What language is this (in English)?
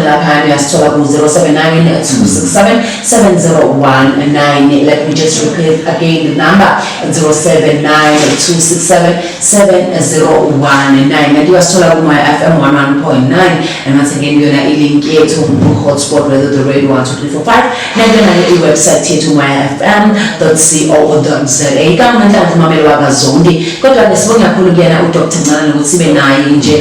Zulu